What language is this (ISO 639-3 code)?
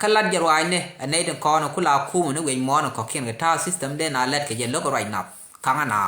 nus